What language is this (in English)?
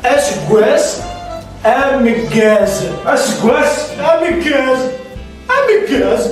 Kabyle